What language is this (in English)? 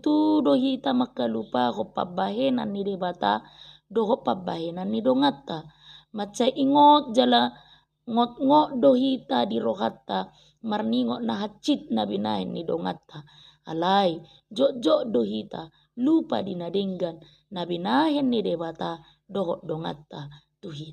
Batak Toba